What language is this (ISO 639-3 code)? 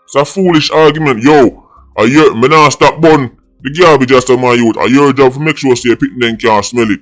jam